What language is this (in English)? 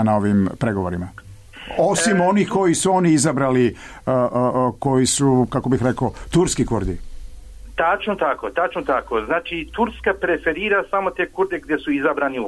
Serbian